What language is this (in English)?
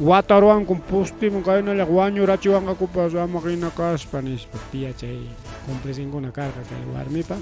Ayacucho Quechua